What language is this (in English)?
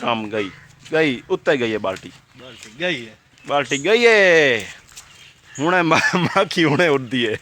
Saraiki